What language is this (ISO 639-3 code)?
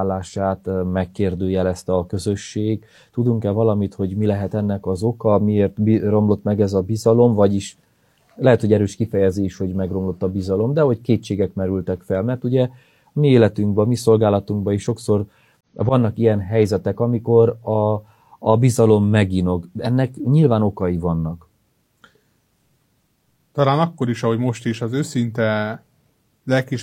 hun